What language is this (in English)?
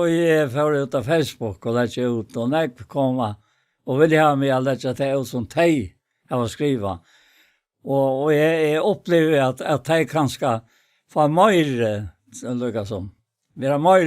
Faroese